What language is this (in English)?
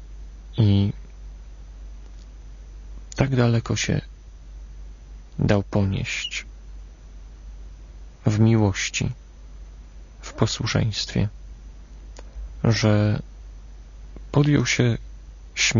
Polish